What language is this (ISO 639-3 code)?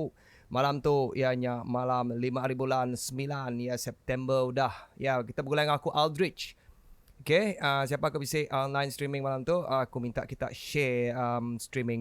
iba